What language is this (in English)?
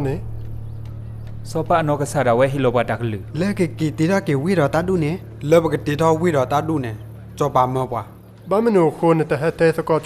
S'gaw Karen